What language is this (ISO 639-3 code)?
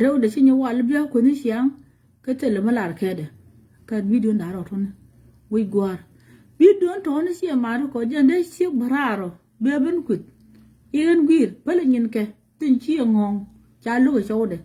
nus